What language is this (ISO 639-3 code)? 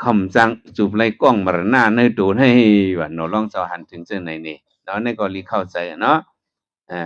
shn